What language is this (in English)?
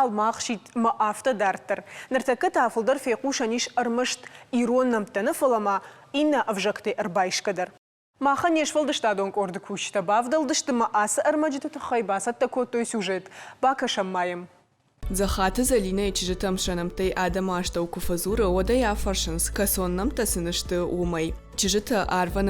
Ossetic